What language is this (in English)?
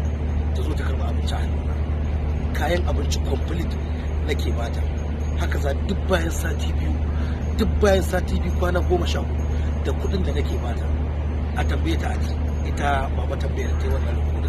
Hausa